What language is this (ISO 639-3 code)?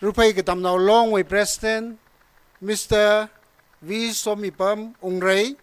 nmf